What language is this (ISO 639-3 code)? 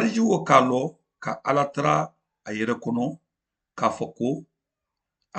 man